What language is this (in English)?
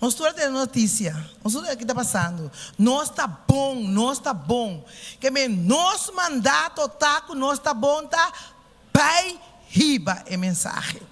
Papiamento